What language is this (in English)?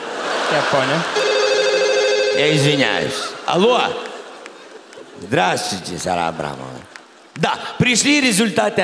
Russian